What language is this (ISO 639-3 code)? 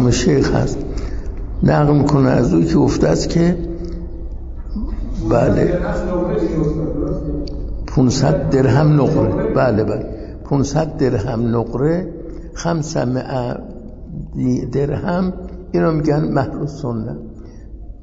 fas